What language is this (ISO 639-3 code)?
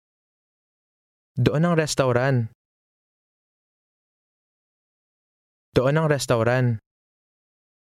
fil